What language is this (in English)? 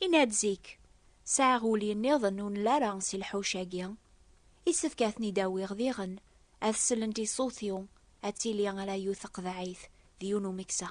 Kabyle